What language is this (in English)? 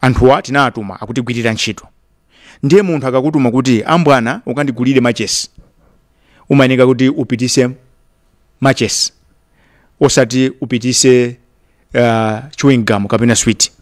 Nyanja